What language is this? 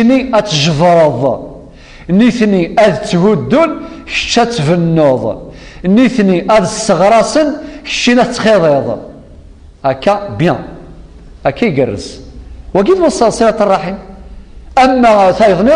Kabyle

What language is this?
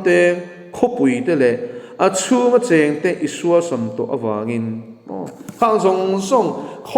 Mizo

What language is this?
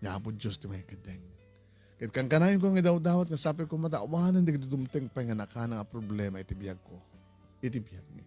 Iloko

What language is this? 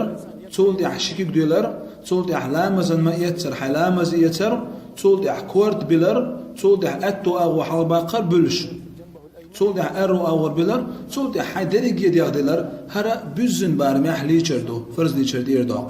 Chechen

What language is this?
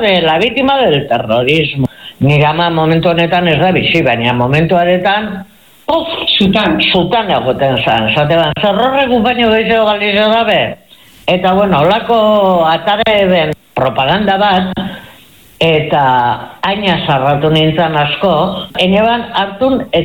Basque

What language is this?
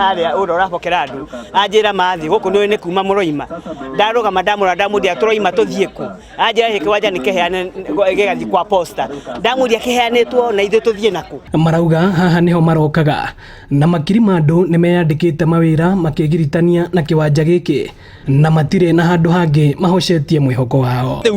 Kikuyu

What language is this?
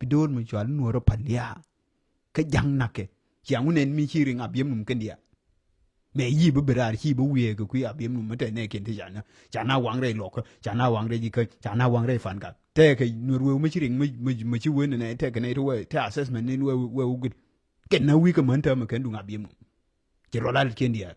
Nuer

